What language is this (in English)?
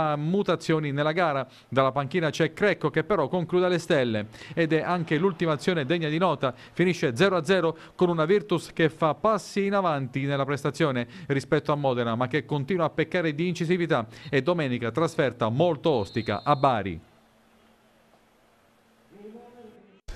Italian